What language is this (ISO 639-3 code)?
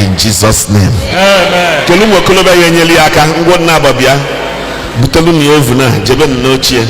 ibo